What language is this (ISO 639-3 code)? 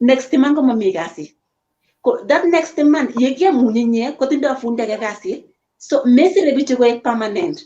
kln